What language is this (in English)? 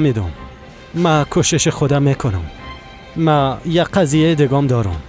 Persian